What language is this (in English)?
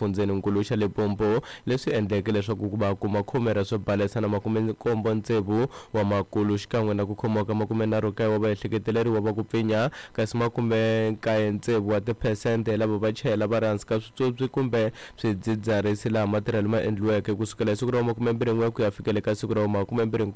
Tsonga